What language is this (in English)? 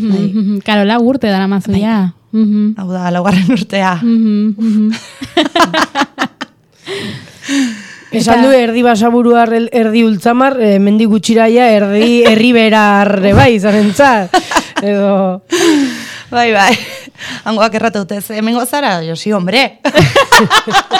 Basque